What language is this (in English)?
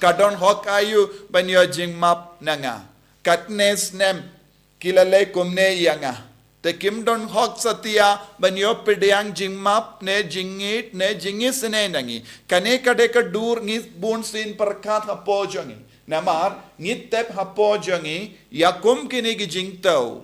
Khasi